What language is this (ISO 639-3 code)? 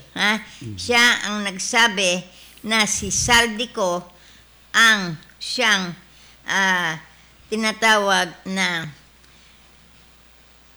fil